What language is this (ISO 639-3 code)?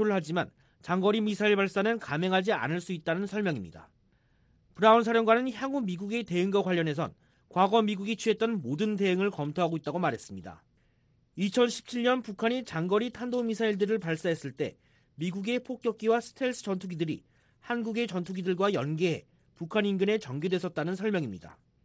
kor